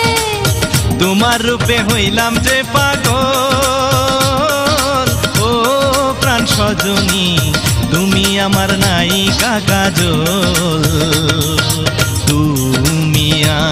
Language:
Bangla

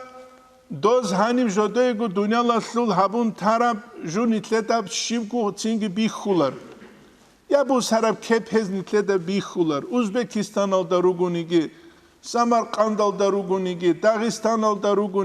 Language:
Avaric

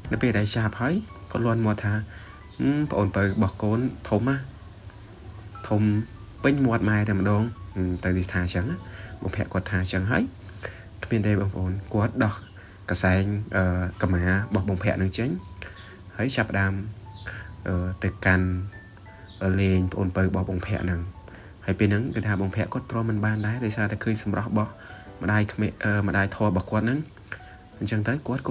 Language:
Khmer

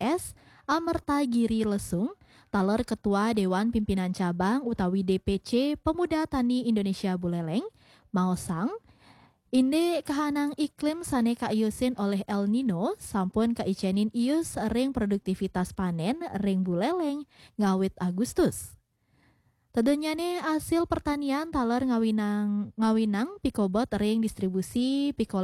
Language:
Balinese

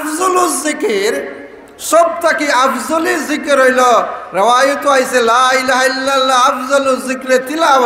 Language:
Sylheti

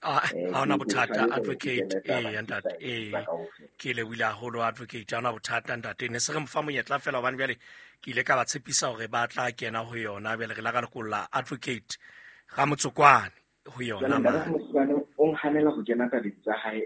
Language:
Southern Sotho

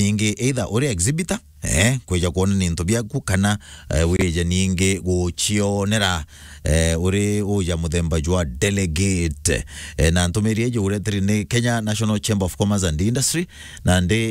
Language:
Meru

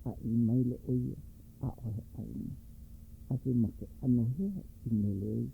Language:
Hawaiian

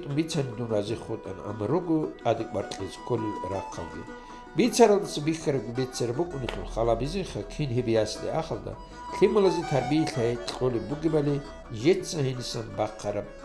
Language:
Avaric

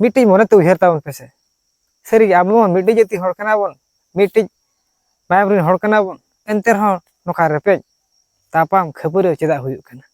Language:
Santali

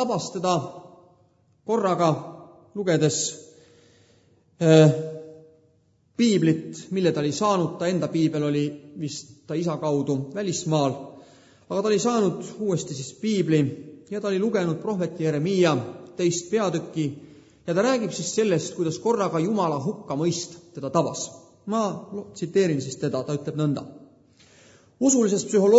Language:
Estonian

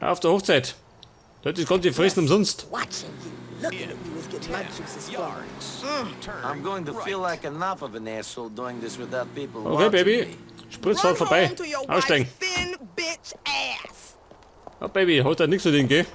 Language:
Bavarian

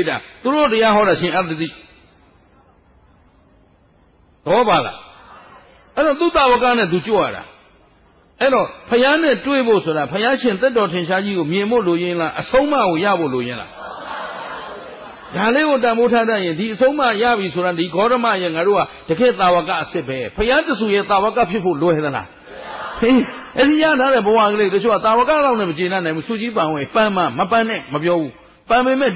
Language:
Burmese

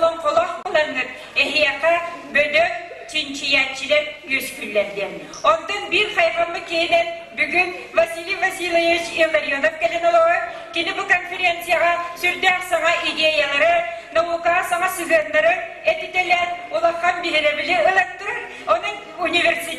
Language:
Yakut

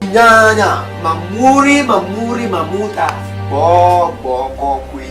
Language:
Ewe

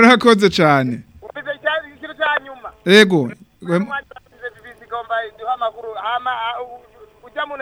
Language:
Rundi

